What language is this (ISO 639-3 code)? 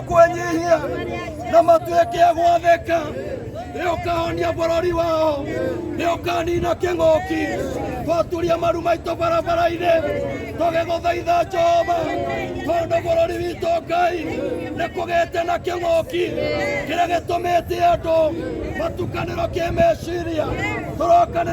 kik